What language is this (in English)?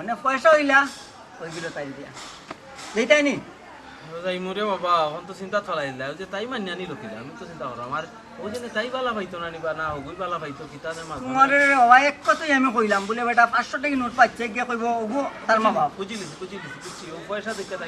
Sylheti